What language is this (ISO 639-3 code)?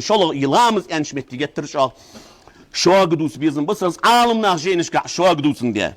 inh